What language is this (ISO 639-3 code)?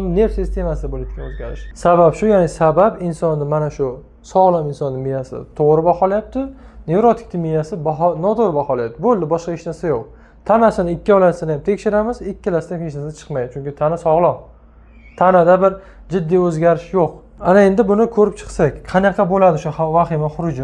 uzb